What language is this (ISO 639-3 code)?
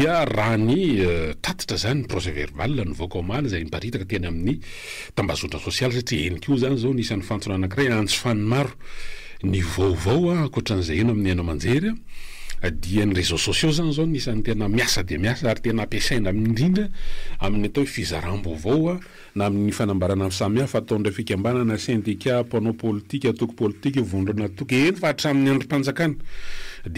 mlg